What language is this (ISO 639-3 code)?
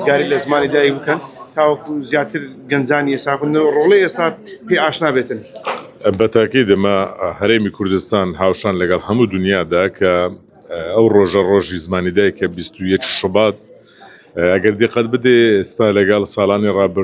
ckb